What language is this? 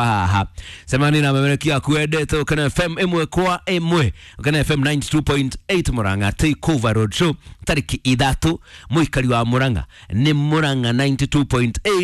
Kikuyu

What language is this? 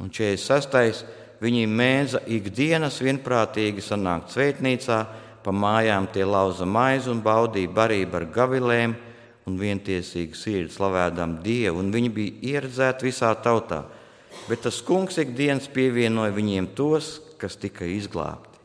Latvian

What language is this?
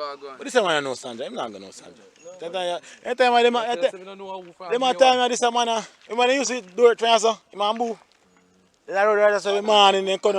Jamaican Creole English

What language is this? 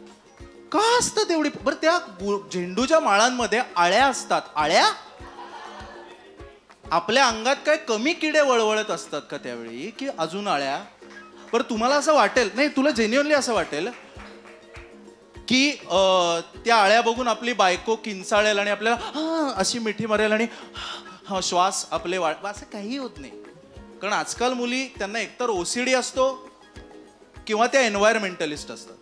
Marathi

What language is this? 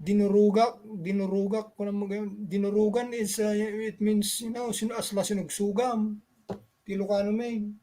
Iloko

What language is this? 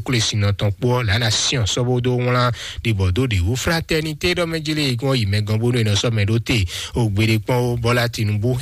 Fon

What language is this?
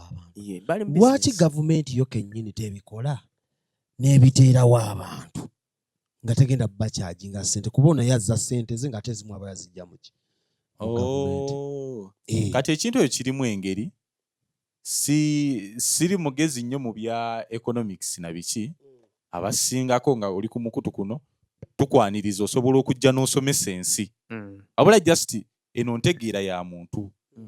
Ganda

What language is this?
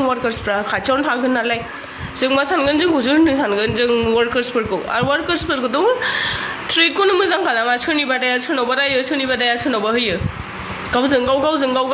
Bodo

